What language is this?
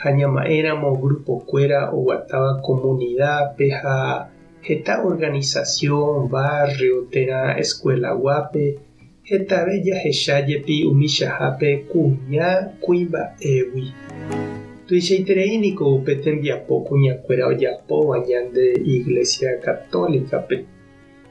Guarani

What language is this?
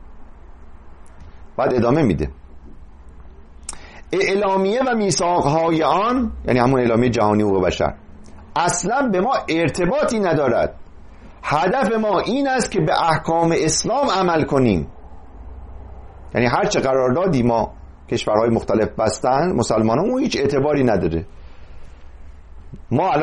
Persian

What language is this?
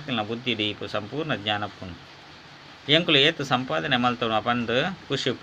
Tulu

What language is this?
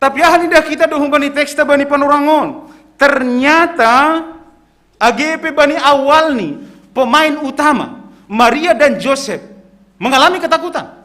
Batak Simalungun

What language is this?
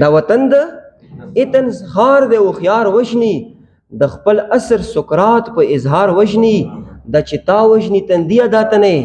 Pashto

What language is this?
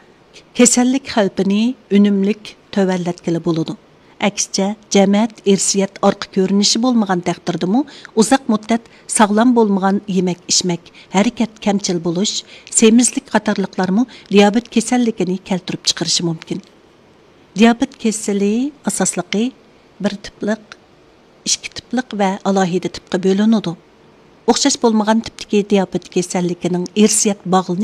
Uyghur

